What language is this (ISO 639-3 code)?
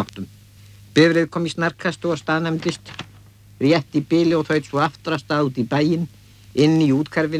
isl